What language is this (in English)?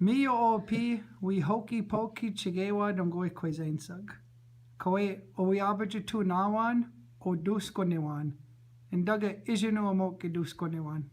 Chippewa